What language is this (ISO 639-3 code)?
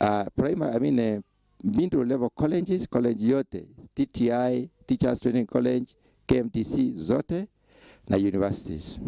mer